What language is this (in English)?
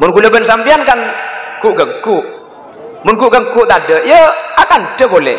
Madurese